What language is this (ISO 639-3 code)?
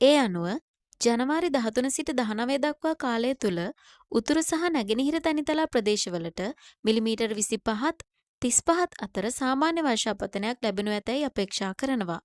sin